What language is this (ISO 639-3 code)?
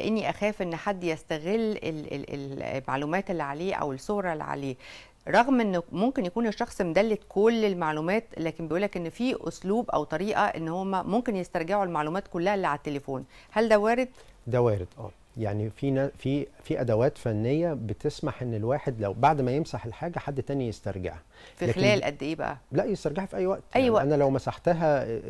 arz